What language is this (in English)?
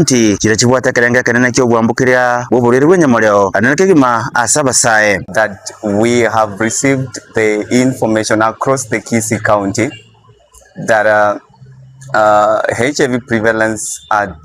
Gusii